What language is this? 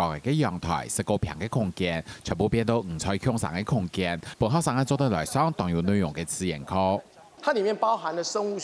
Hakka Chinese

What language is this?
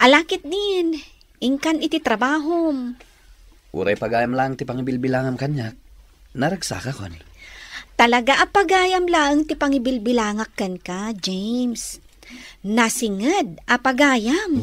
Iloko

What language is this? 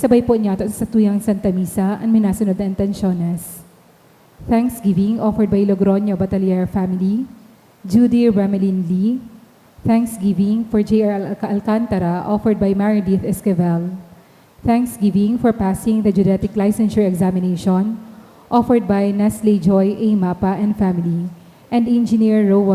Bikol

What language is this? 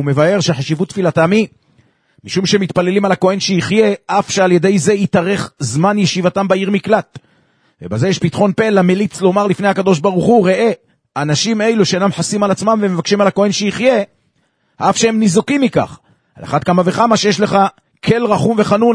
Hebrew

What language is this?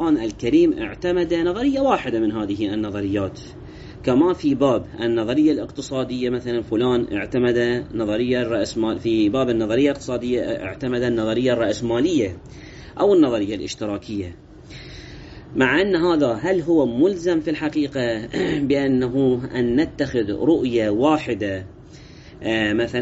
Arabic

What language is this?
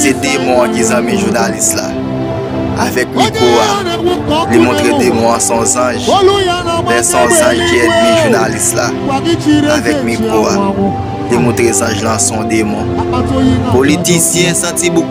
Haitian Creole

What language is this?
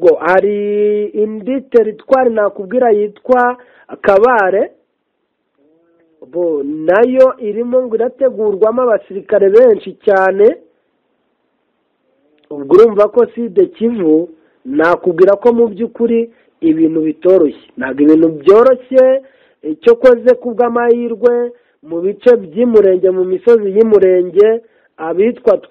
Kinyarwanda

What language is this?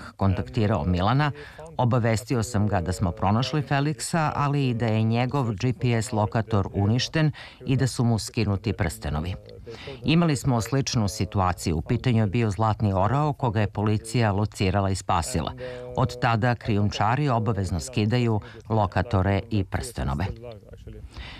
Serbian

